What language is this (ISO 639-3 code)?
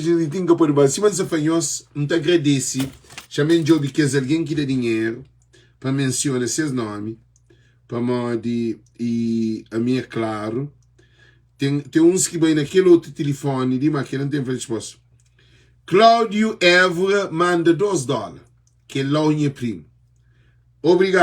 kea